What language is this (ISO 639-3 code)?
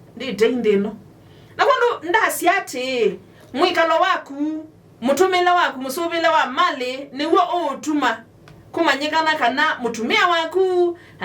kam